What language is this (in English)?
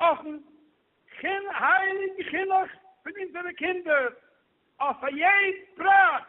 Yiddish